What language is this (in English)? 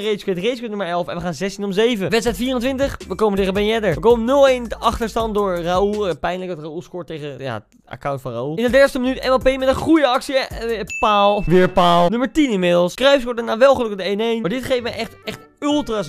Dutch